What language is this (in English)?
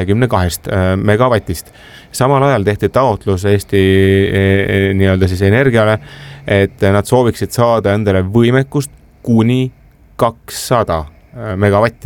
Estonian